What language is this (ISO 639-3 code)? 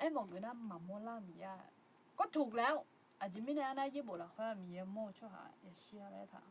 ahk